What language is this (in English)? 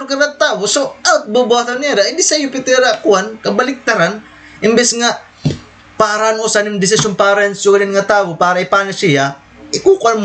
Waray